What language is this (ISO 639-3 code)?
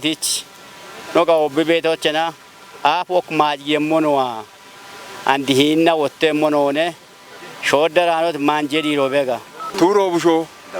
kbr